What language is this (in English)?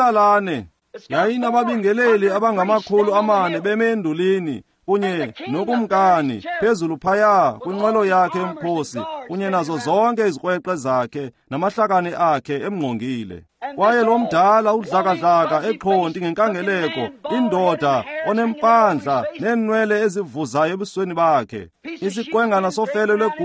Xhosa